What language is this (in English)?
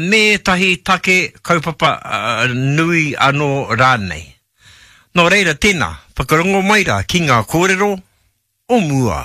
Māori